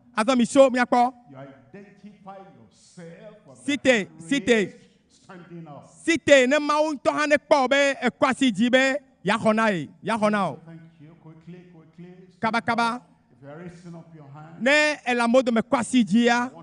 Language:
Ewe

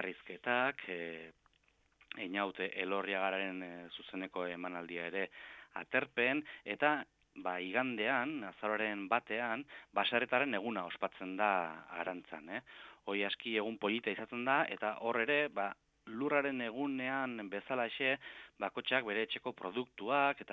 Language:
Basque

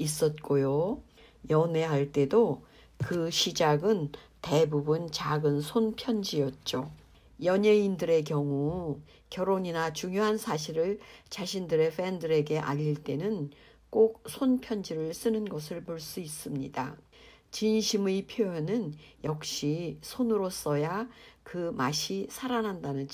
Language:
Korean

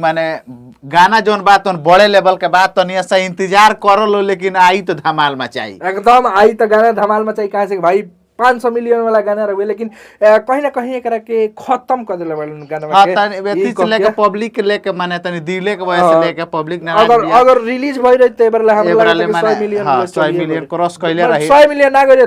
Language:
Bhojpuri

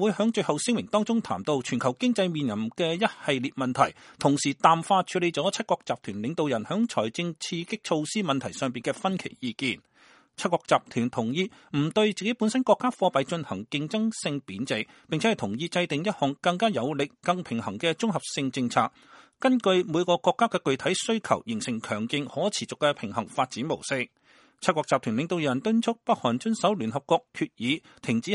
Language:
Cantonese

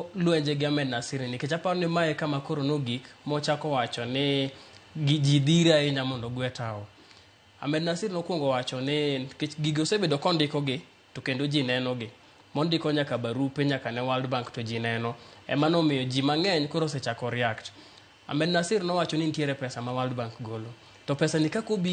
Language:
Luo (Kenya and Tanzania)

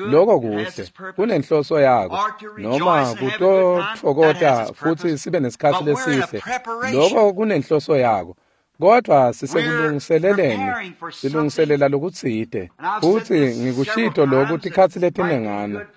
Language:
Swati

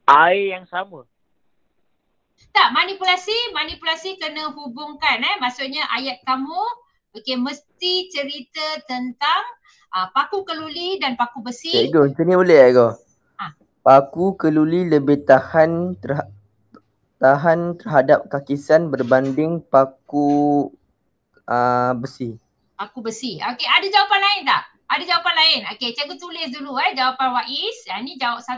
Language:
Malay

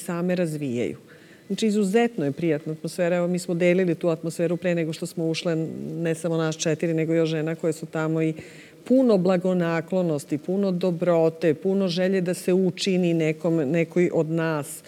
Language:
Serbian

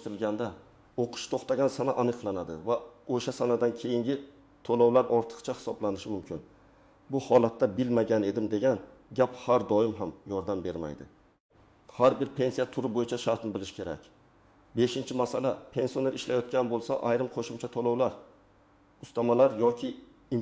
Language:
Uzbek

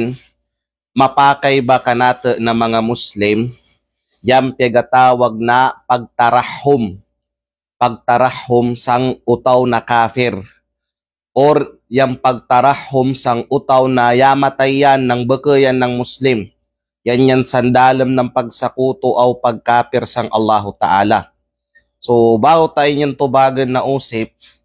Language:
Kalagan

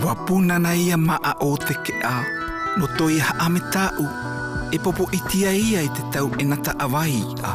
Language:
South Marquesan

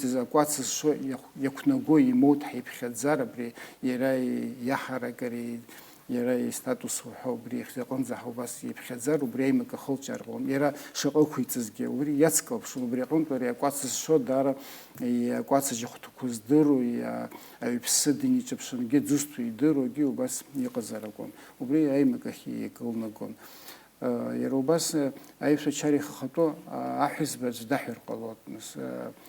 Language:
Abkhazian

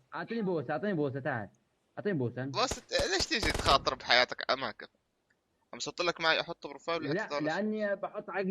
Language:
North Levantine Arabic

